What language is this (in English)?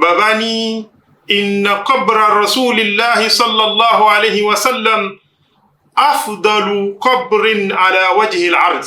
Yoruba